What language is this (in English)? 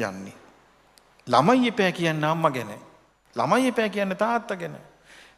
Sinhala